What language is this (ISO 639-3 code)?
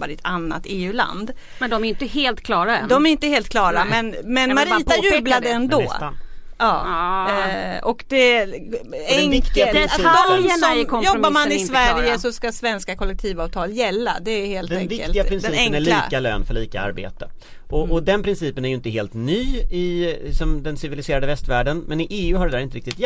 swe